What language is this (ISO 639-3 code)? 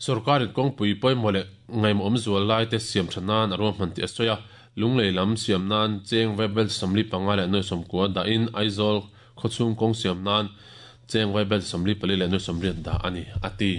lus